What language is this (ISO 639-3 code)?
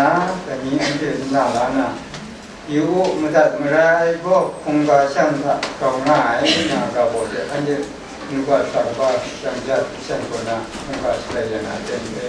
kac